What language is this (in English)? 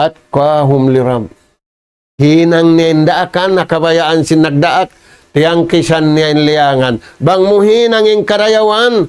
Tausug